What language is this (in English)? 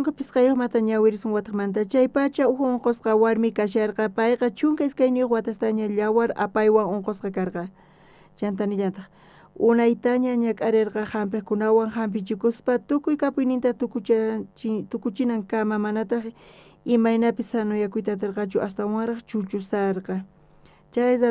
South Bolivian Quechua